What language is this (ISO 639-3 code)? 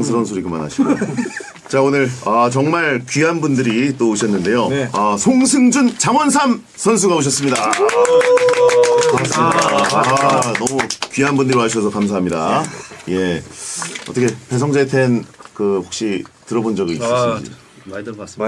kor